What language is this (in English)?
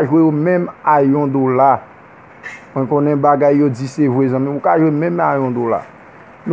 Haitian Creole